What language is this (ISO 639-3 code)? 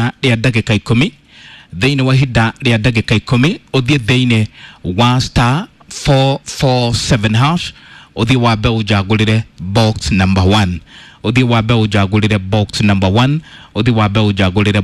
kik